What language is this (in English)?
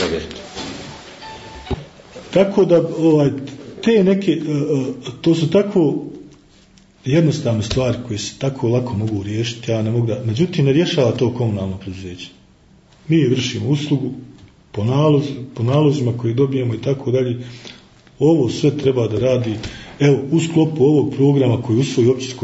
Bosnian